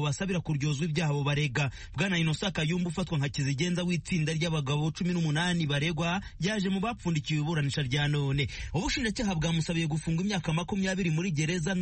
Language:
Kinyarwanda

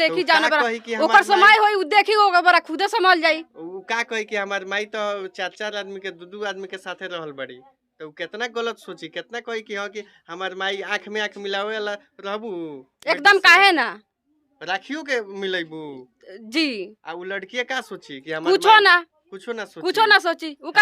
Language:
Bhojpuri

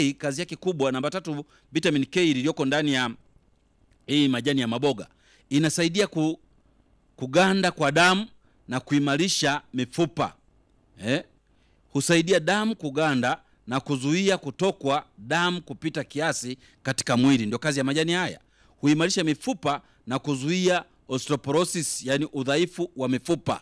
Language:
Swahili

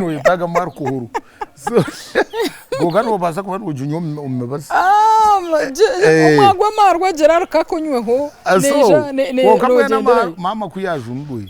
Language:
Nyankole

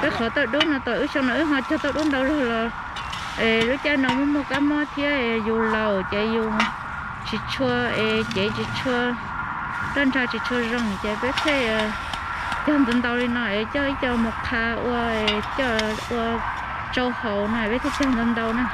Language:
Hmong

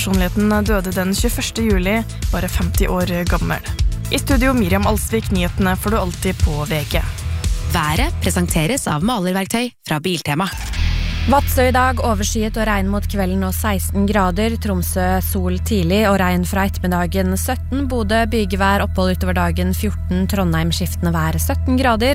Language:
Norwegian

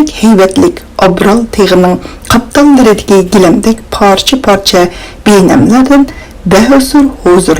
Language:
Uyghur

